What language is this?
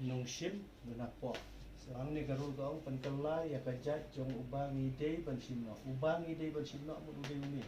Khasi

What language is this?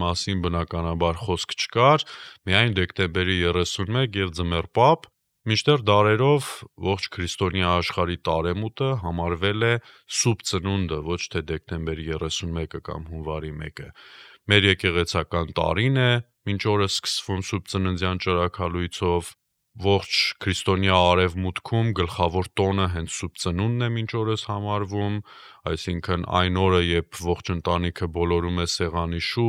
Armenian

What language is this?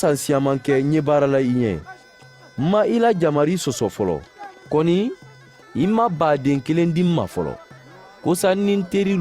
Mandingo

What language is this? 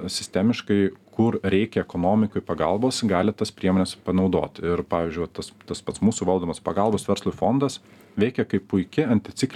Lithuanian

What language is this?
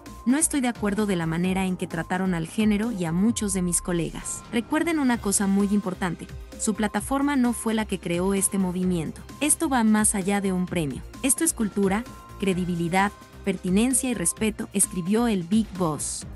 Spanish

